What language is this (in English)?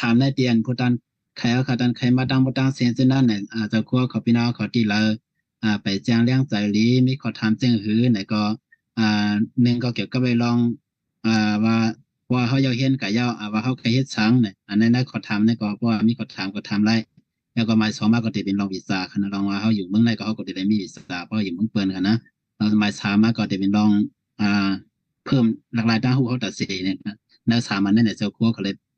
Shan